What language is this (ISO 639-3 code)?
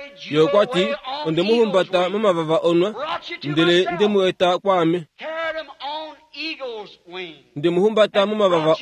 kua